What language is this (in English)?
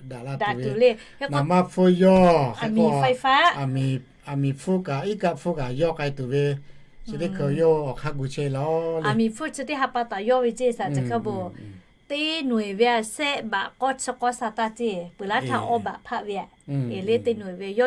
Lahu